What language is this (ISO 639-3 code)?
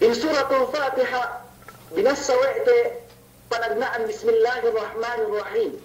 yka